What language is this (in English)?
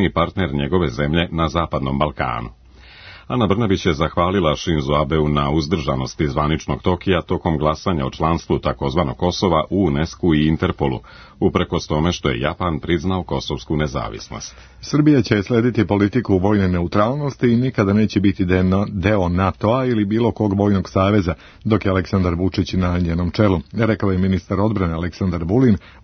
Serbian